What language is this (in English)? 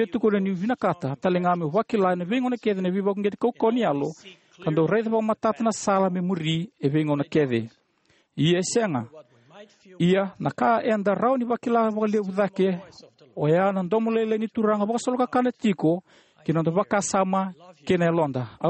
Fijian